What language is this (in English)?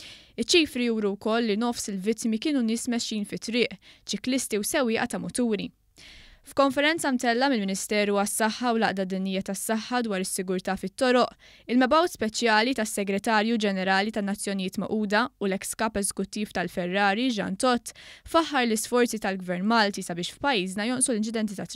Maltese